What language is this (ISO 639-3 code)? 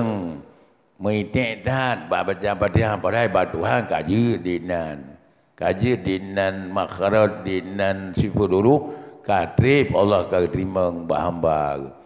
ace